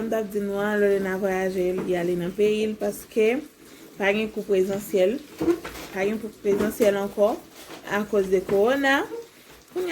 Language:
Haitian Creole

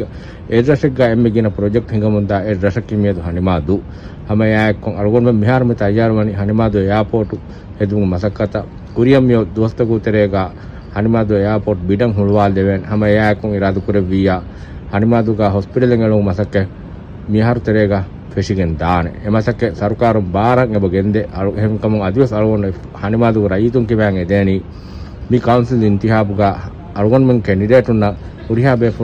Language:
Divehi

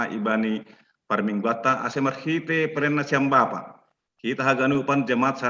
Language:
Batak Simalungun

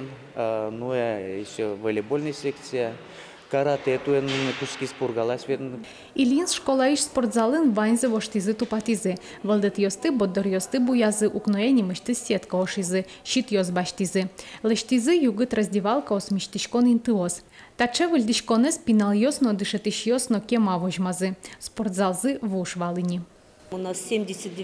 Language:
Udmurt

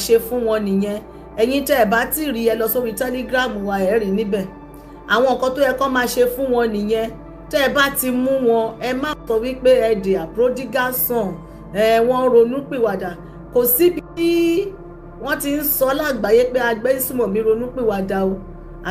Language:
Yoruba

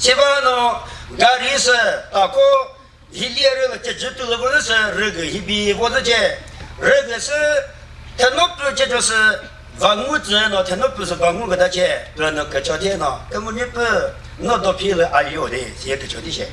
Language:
Chokri Naga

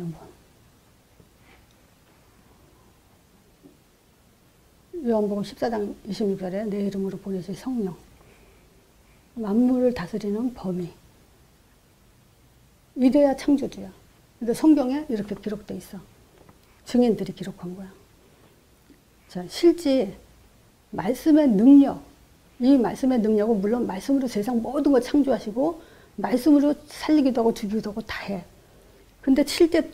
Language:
Korean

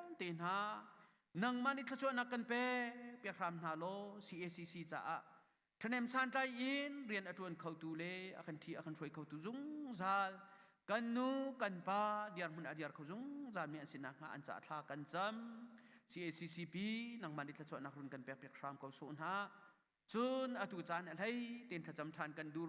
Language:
Hakha Chin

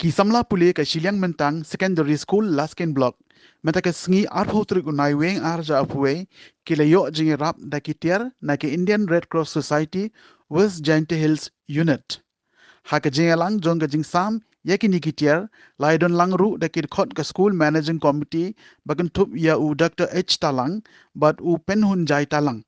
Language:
Khasi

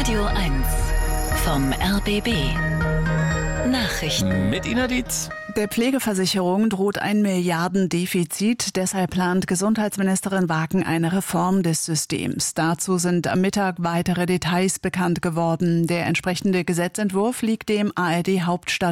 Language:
German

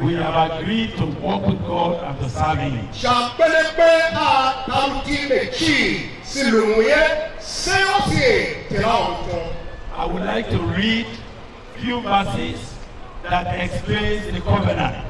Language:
Tiv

